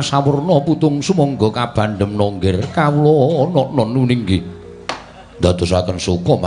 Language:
Javanese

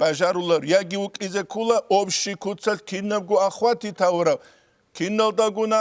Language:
Avaric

